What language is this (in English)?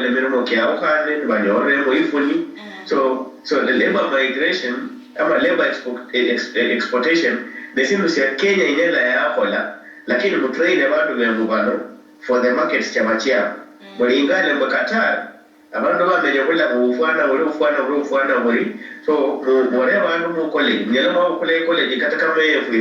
Luyia